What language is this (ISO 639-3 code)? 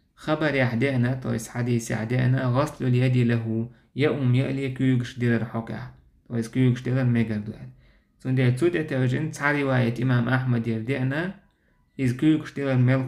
che